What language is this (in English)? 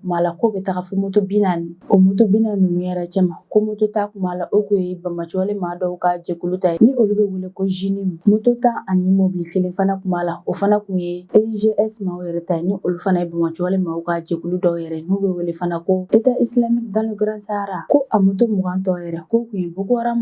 Bambara